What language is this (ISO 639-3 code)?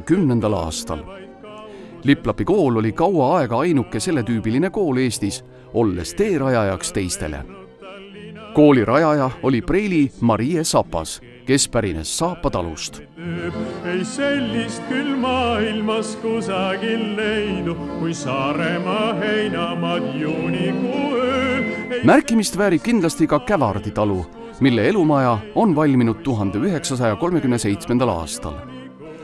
est